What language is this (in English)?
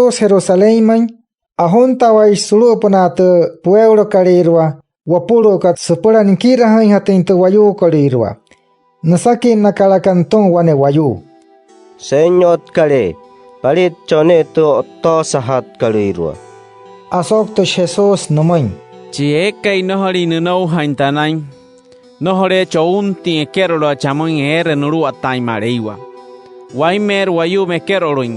Wayuu